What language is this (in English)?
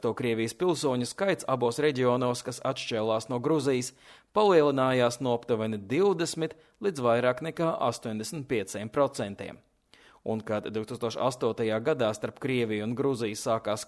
Latvian